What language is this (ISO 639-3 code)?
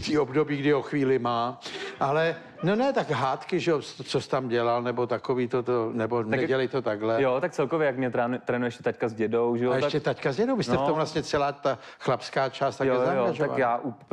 ces